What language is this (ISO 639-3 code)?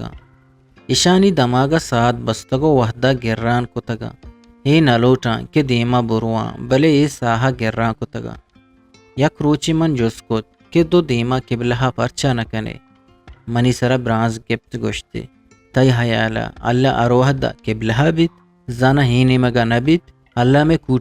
bgp